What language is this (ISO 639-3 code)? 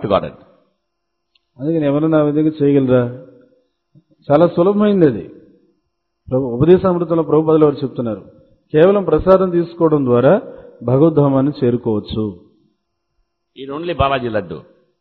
tel